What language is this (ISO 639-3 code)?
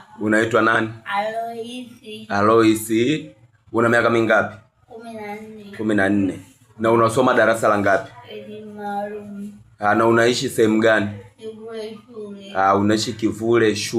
swa